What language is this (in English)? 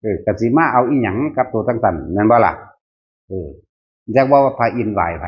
Northeastern Thai